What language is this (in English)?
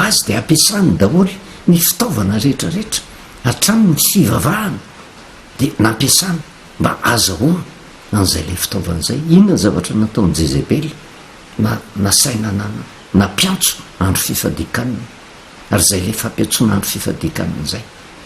Malagasy